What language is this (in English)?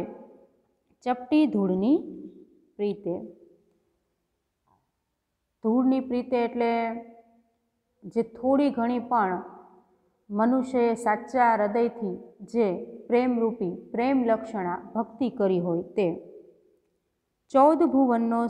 Gujarati